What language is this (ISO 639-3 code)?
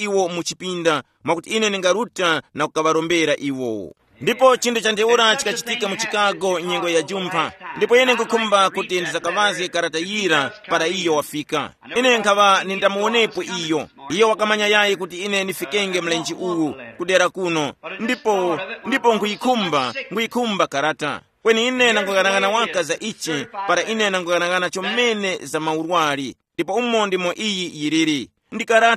tum